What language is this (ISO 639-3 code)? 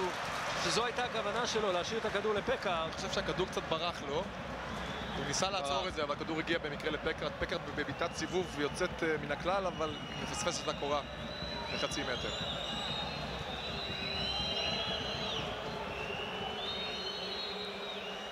heb